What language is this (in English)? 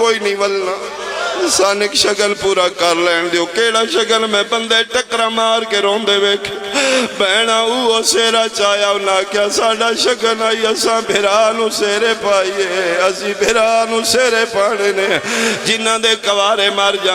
Pahari-Potwari